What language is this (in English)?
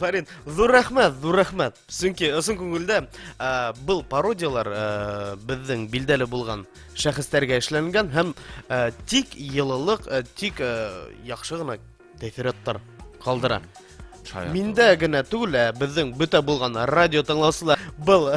Bashkir